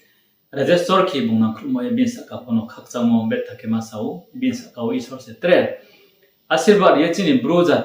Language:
Riang (India)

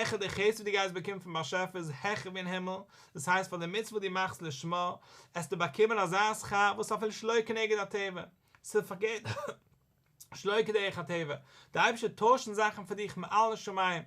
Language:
Yiddish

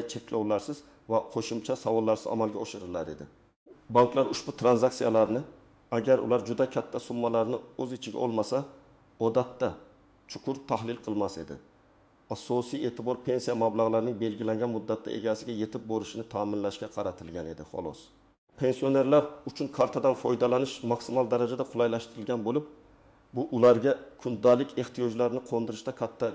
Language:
Uzbek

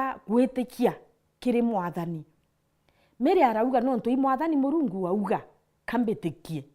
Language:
Meru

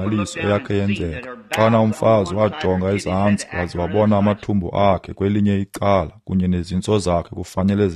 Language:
Xhosa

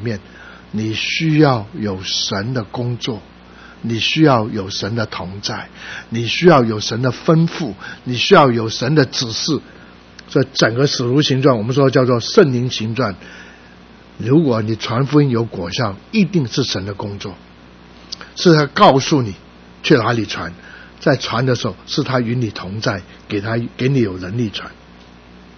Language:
Chinese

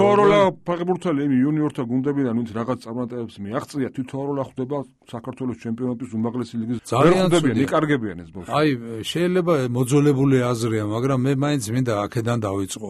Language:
Georgian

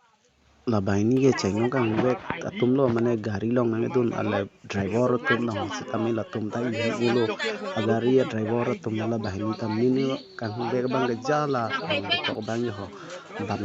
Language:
Karbi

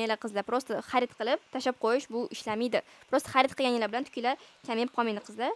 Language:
Uzbek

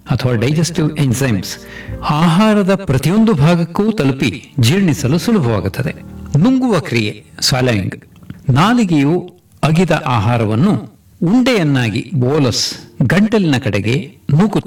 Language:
Kannada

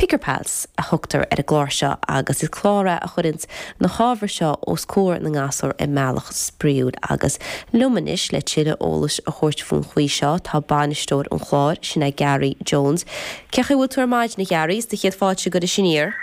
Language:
Irish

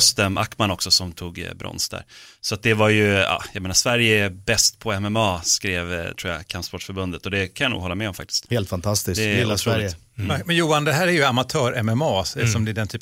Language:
Swedish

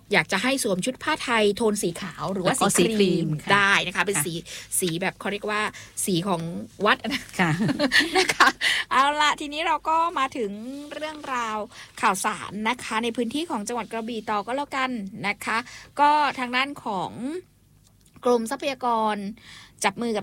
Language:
Thai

